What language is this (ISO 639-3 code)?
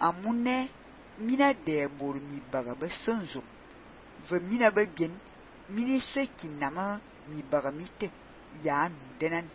fan